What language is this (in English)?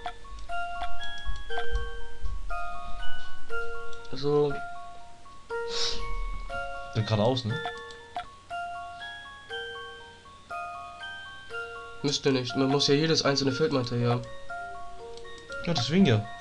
German